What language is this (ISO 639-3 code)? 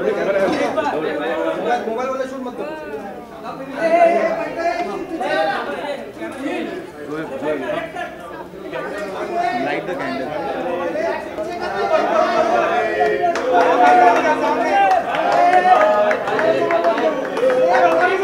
hin